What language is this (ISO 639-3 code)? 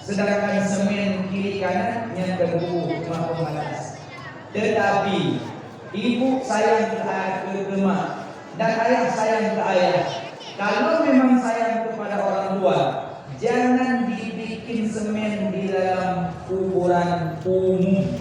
ace